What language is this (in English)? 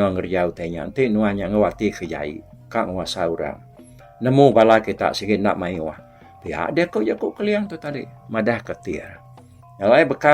Iban